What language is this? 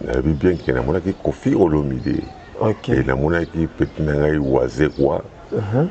Lingala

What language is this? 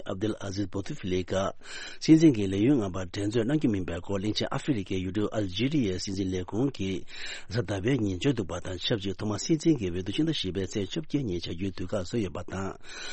Tibetan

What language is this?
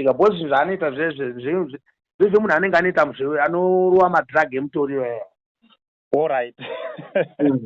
Shona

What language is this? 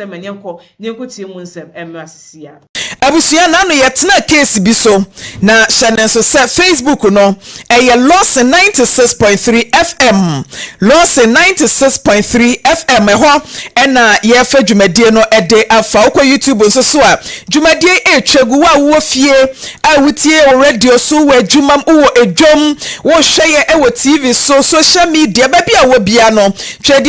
Akan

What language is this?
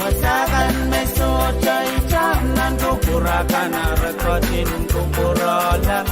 Pohnpeian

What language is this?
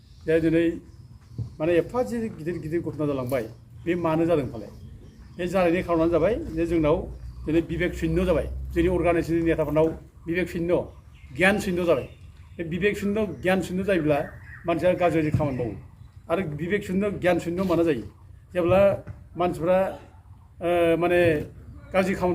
Bodo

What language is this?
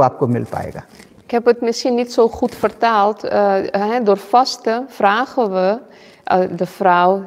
Dutch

